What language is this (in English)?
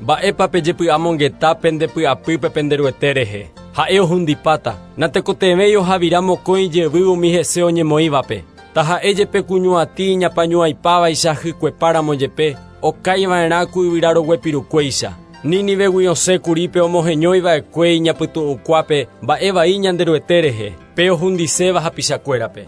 Guarani